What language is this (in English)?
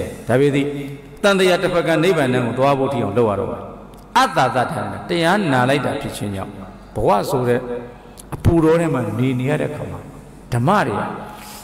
Burmese